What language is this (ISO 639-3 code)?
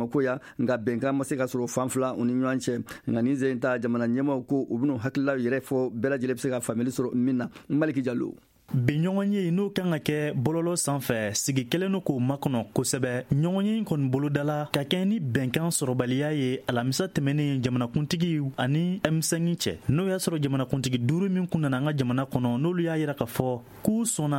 bam